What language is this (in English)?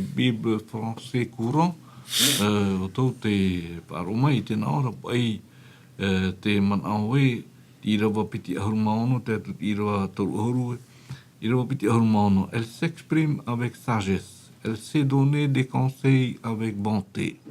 Tahitian